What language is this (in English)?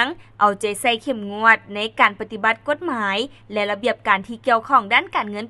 Lao